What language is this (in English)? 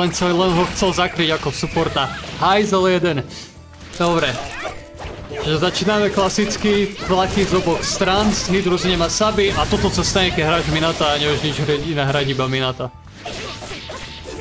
Slovak